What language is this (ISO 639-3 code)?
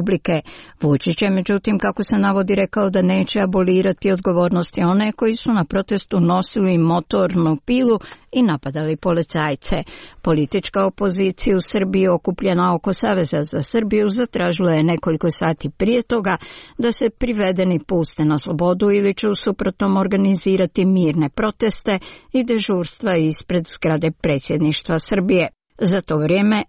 hrv